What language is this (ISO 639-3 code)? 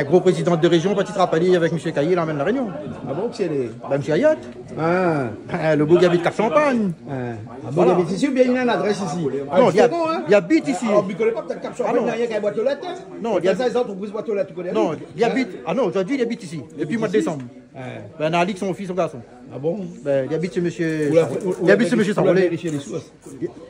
rcf